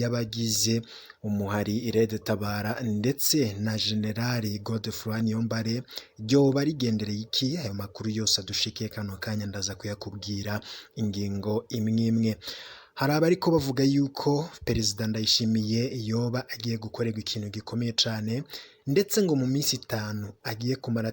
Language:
Rundi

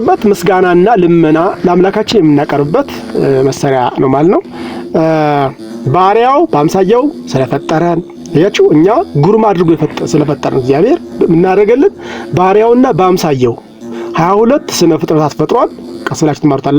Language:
Amharic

